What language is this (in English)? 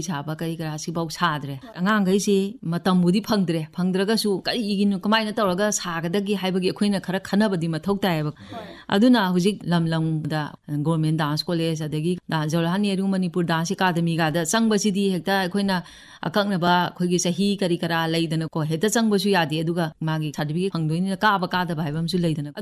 Manipuri